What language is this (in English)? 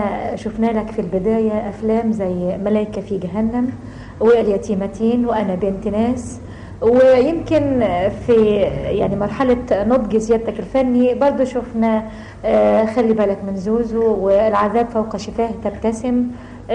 Egyptian Arabic